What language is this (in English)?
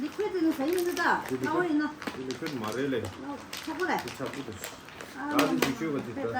Tibetan